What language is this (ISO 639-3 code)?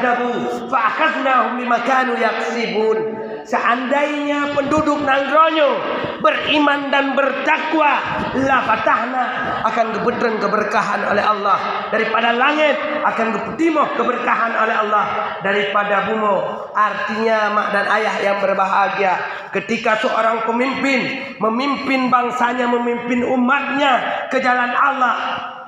ace